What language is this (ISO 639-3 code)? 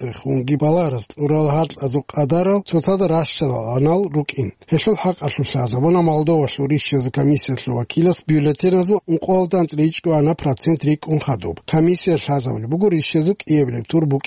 ava